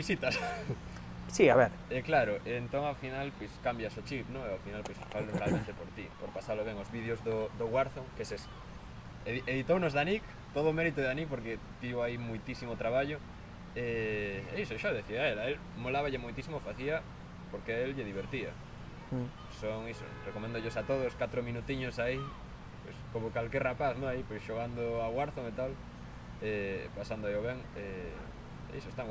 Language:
Galician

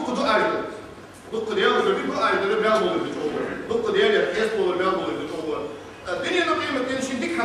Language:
Ingush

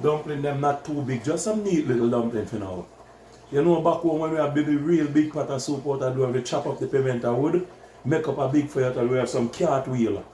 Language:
Jamaican Creole English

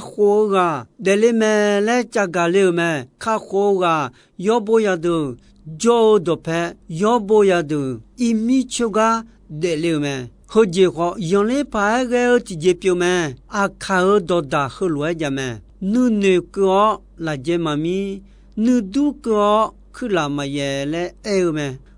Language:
Akha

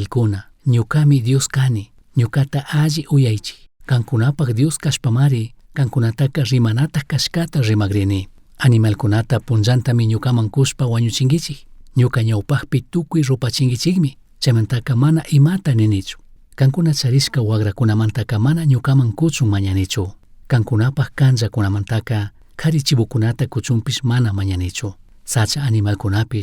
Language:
Chimborazo Highland Quichua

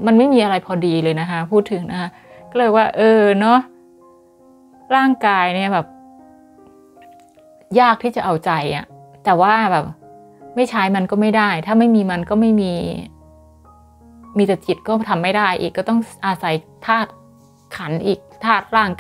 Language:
Thai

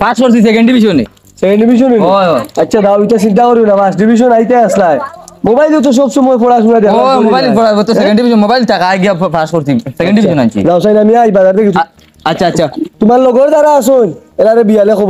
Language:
Sylheti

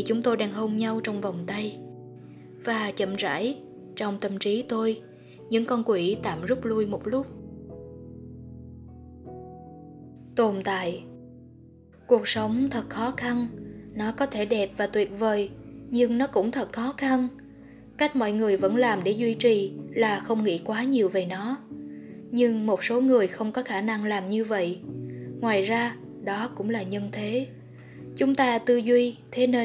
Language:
Vietnamese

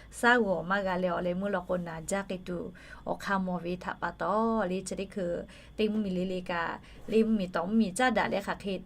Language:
Lahu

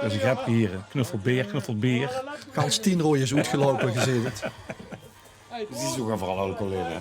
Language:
Limburgish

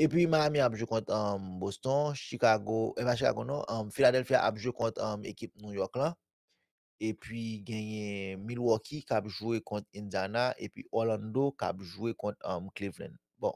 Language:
Haitian Creole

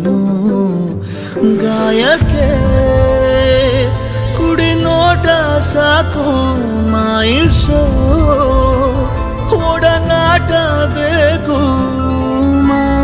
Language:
Kannada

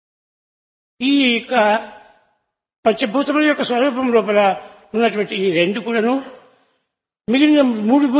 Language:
Telugu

